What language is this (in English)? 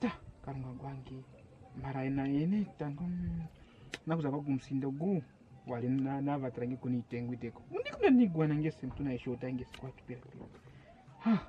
Kwangali